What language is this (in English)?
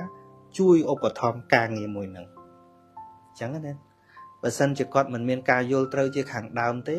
Khmer